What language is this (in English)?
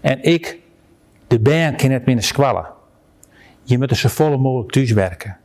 Western Frisian